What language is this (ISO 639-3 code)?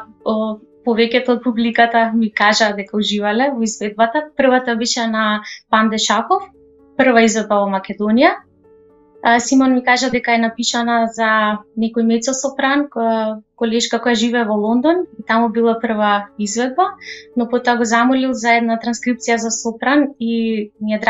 mkd